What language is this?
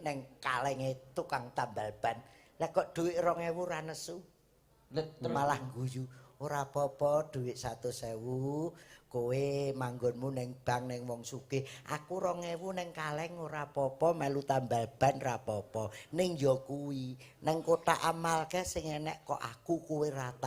Javanese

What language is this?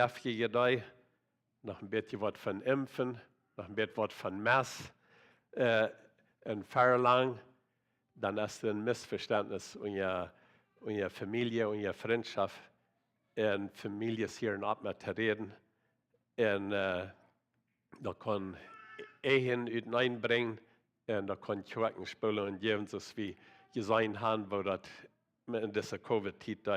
Plautdietsch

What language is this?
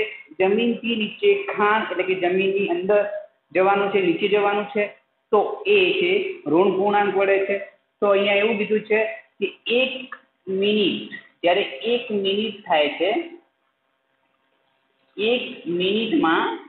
Gujarati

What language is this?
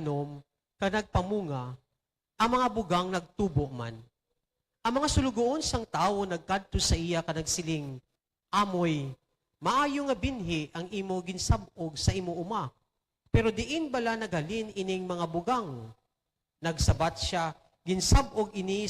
Hiligaynon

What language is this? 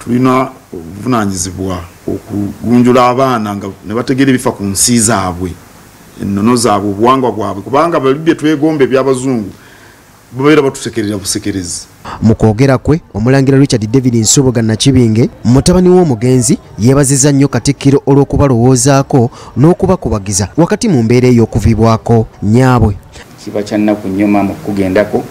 Ganda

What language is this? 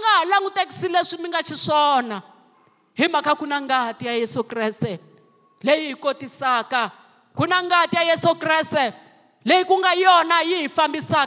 Tsonga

